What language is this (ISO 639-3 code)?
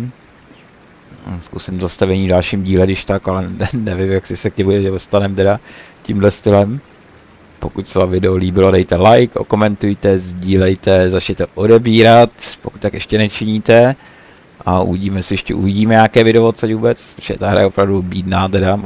ces